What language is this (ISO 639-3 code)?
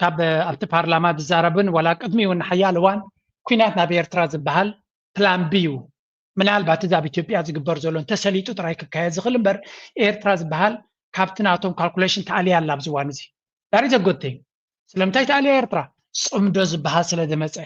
tir